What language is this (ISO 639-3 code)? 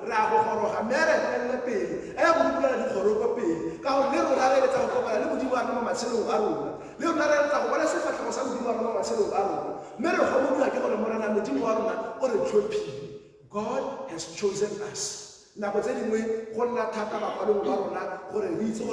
tsn